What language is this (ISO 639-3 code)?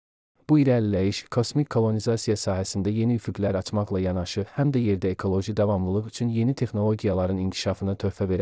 aze